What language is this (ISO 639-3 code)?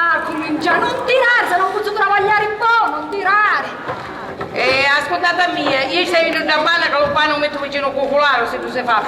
scn